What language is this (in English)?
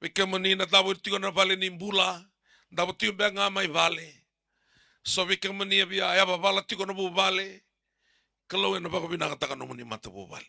Fijian